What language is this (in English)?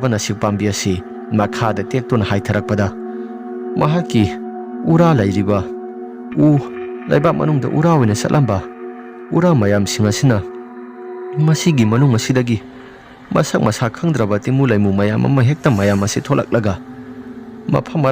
Manipuri